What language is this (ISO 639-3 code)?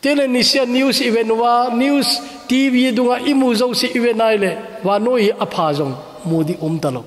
tcz